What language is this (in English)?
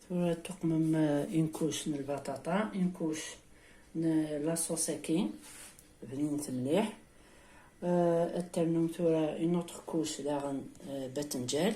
Kabyle